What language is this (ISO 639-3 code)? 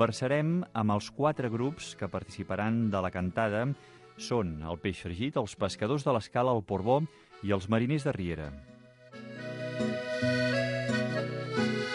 cat